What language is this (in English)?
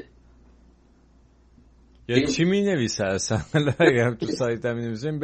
Persian